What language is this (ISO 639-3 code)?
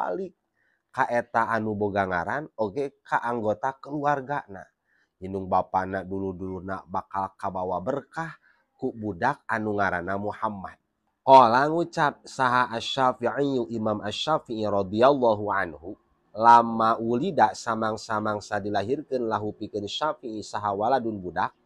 sun